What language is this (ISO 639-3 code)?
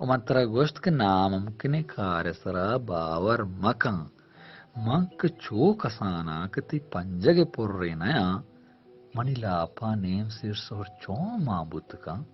bal